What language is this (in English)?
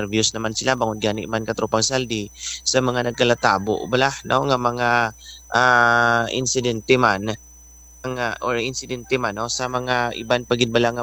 Hiligaynon